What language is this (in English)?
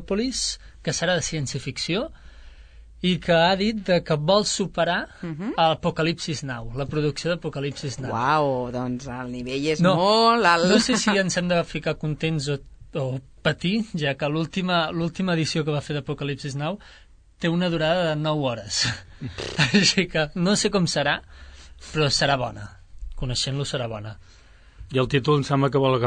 Catalan